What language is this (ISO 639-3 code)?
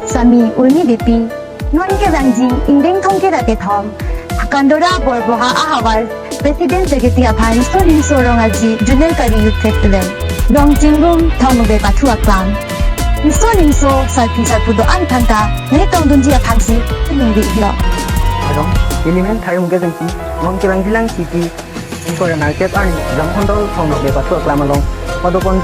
mjw